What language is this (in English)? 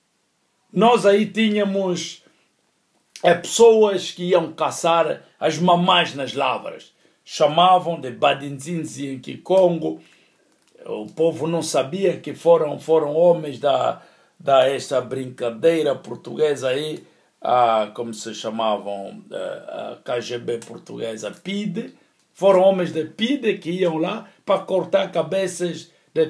Portuguese